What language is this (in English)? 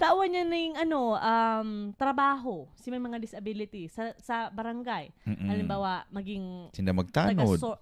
Bikol